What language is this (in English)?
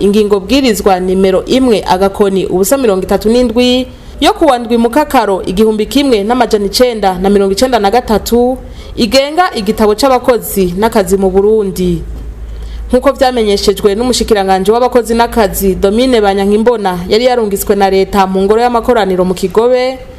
Rundi